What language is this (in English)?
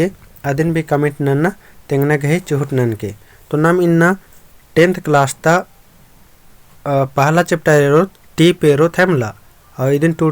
Kurukh